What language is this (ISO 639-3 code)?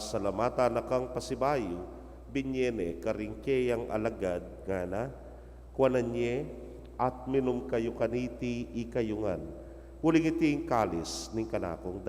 pam